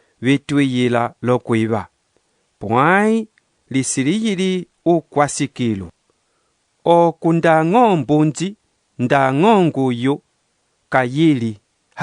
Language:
Umbundu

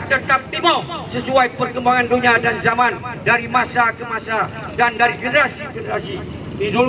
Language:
Achinese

